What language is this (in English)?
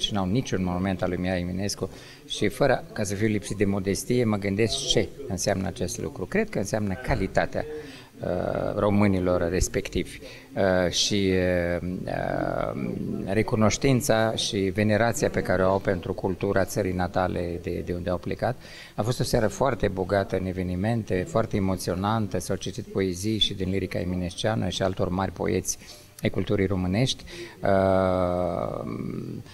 Romanian